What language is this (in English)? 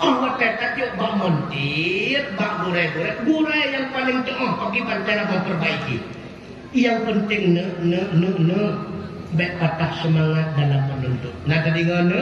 Achinese